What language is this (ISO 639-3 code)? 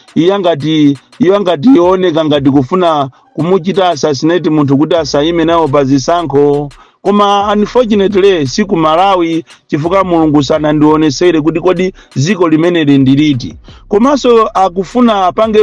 nya